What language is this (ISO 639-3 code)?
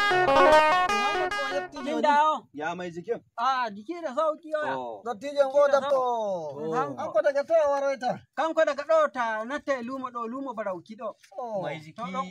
fuv